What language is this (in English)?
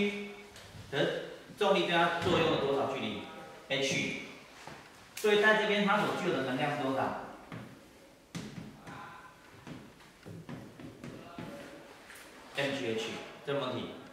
Chinese